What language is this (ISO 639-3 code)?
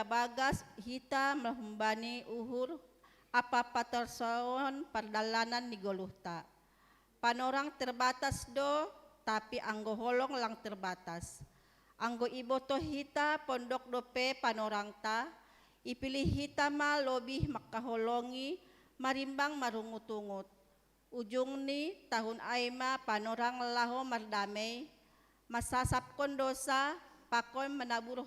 bts